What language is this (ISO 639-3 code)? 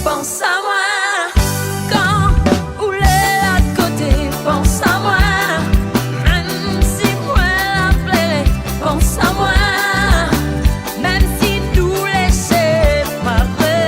rcf